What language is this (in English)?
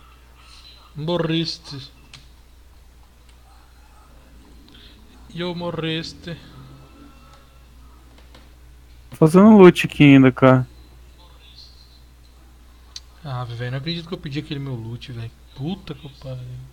Portuguese